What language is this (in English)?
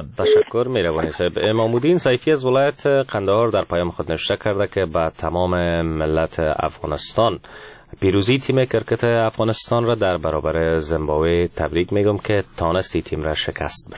Persian